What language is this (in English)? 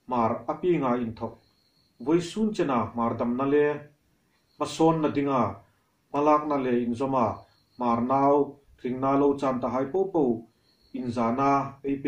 Hmar